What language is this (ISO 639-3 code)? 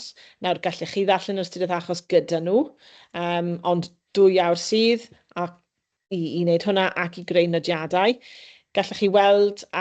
cym